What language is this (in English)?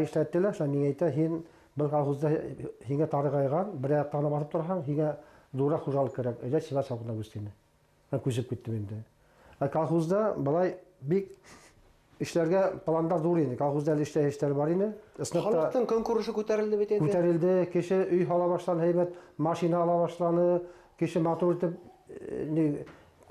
Bashkir